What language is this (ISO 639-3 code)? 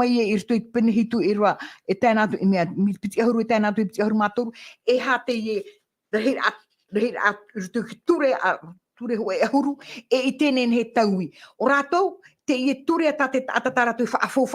tah